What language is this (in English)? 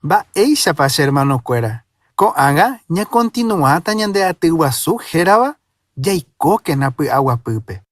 Guarani